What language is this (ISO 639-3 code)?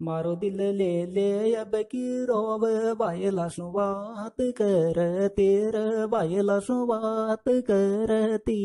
san